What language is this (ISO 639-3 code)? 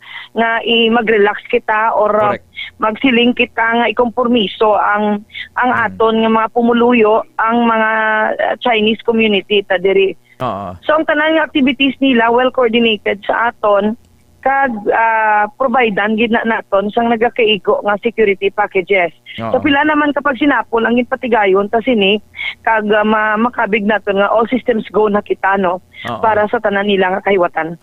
hil